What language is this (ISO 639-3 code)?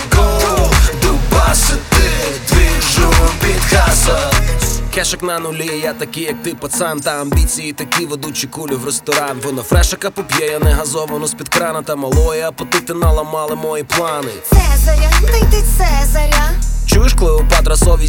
ukr